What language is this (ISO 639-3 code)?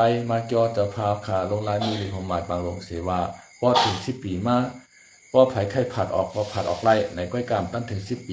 shn